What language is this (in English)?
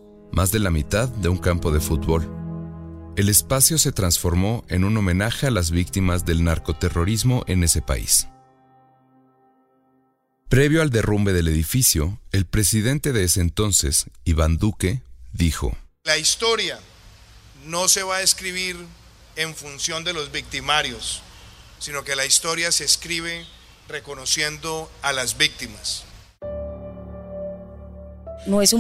Spanish